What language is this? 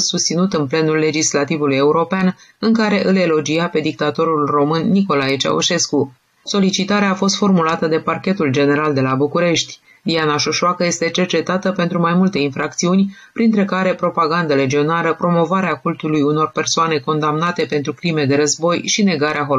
Romanian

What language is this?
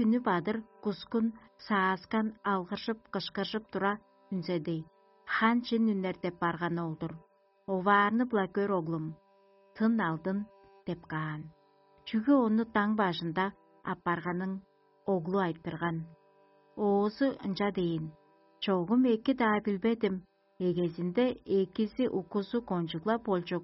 Tuvinian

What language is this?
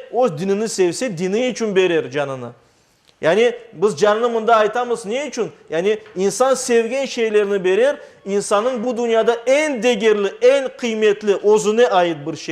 Crimean Tatar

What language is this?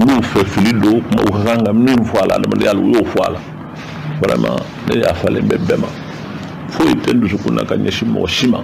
Bambara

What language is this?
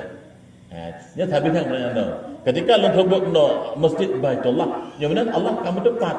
Achinese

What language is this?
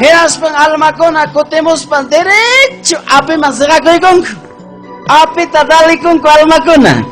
Ayacucho Quechua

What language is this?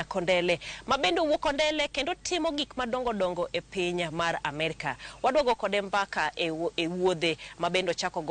Luo (Kenya and Tanzania)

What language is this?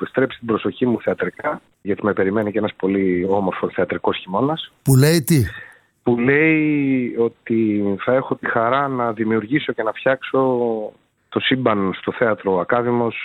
Greek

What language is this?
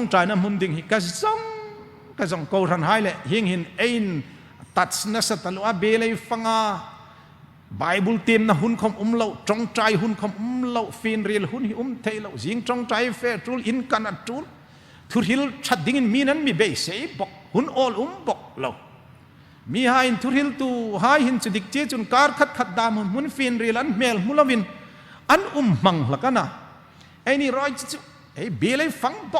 Hmar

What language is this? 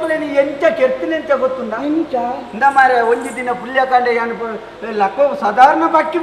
Tulu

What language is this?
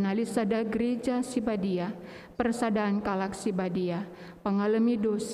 Batak Karo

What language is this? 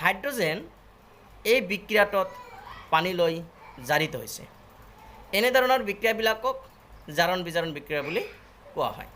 Assamese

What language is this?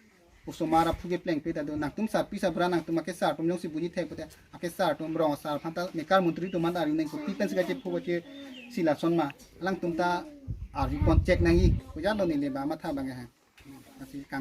Karbi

